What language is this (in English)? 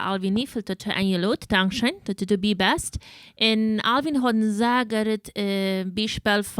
Plautdietsch